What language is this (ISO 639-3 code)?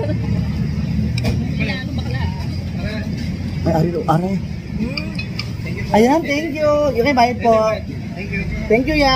fil